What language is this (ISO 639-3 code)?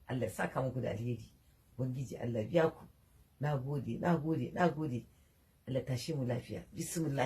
hau